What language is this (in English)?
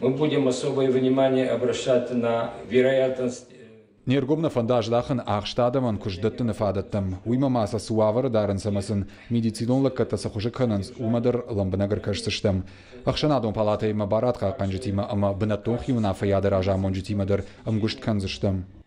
Ossetic